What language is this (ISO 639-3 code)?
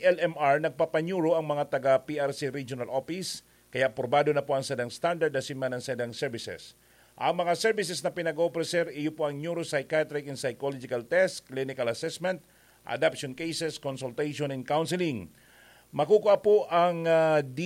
bik